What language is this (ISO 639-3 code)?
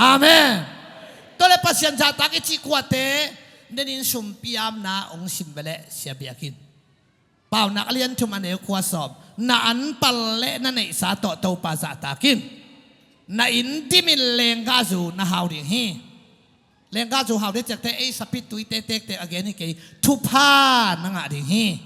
ctd